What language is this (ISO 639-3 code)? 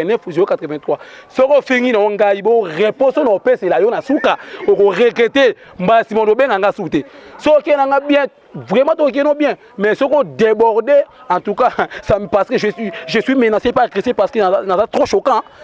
lin